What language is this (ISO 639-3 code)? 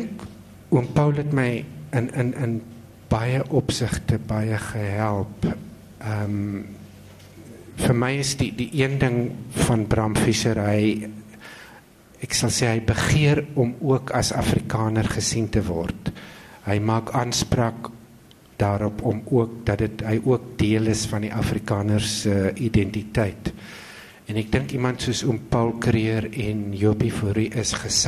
afr